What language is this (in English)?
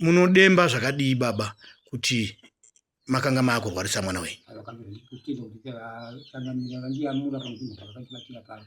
Shona